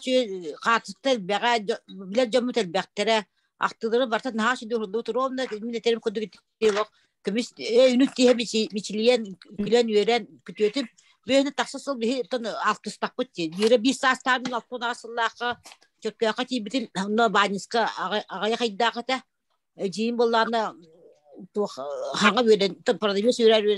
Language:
Yakut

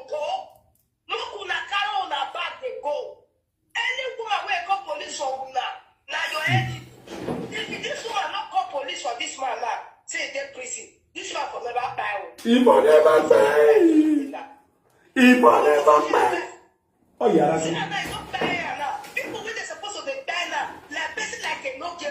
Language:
Nigerian Pidgin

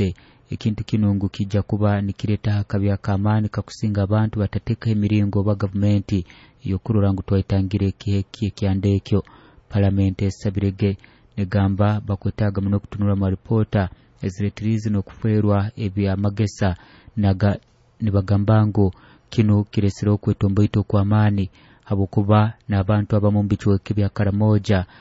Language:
Nyoro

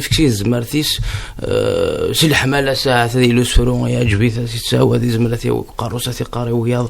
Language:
Kabyle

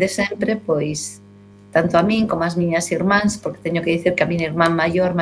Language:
Galician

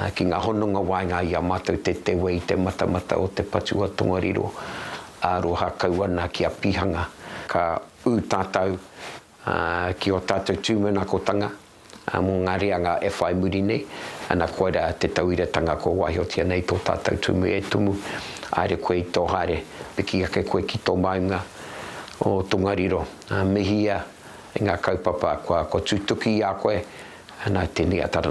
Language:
Māori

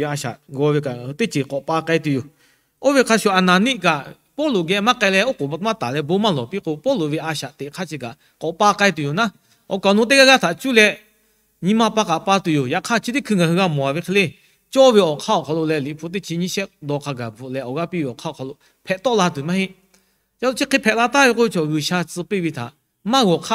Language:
Lahu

